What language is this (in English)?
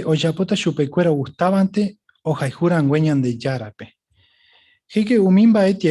Guarani